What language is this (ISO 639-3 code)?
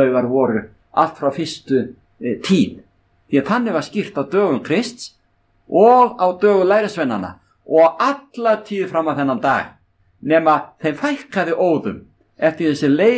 isl